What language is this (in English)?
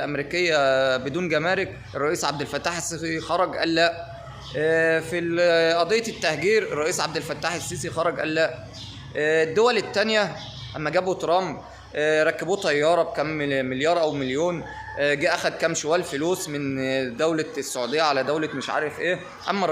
Egyptian Arabic